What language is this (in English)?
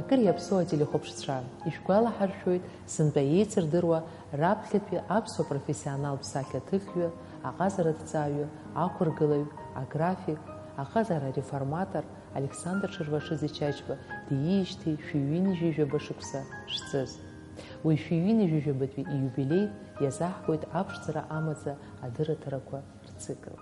Abkhazian